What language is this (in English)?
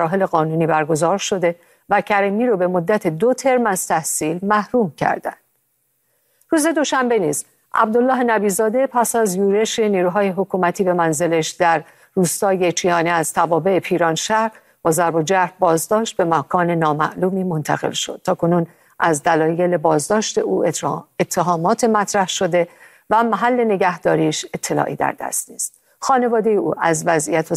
Persian